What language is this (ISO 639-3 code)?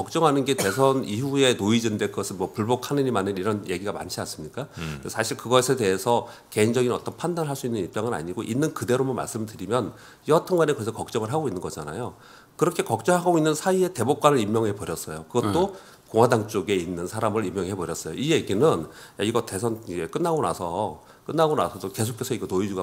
kor